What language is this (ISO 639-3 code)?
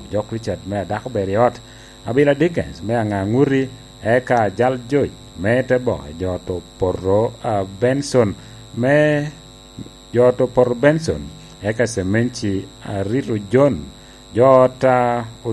laj